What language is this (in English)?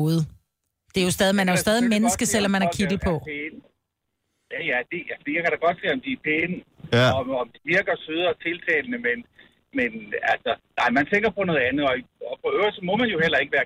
Danish